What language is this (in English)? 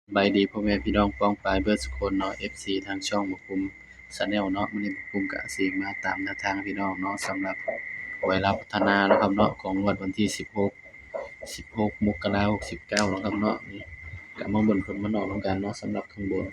Northeastern Thai